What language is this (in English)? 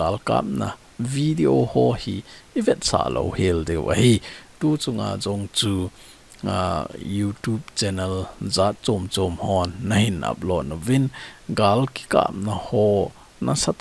Thado Chin